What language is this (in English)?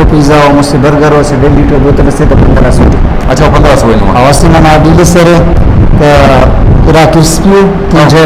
Brahui